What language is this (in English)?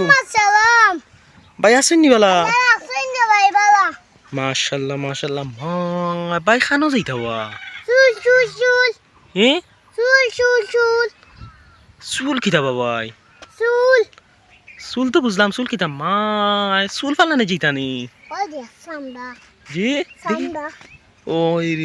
Sylheti